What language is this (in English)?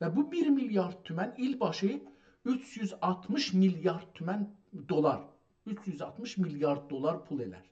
South Azerbaijani